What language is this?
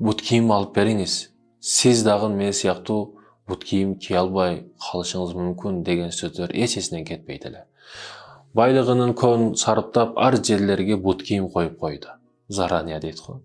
Kyrgyz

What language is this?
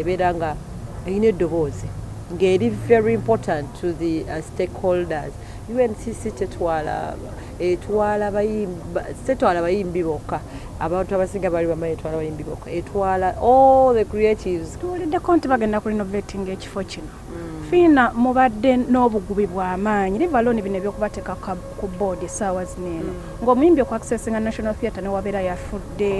Ganda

